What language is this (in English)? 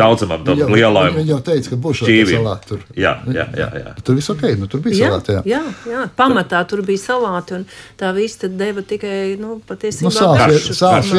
Latvian